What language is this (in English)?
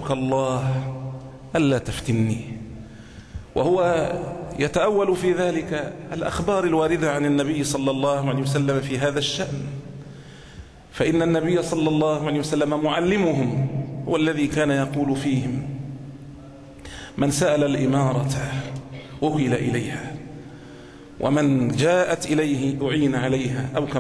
Arabic